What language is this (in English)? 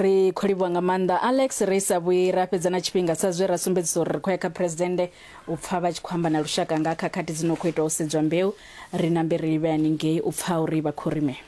Venda